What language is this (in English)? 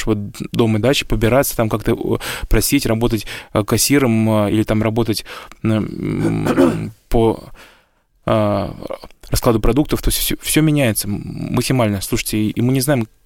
Russian